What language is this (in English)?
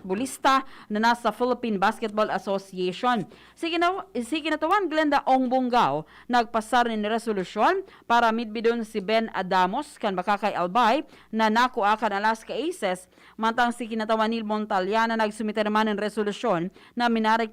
Bikol